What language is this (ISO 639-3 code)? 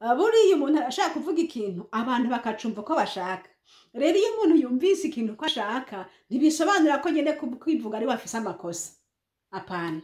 run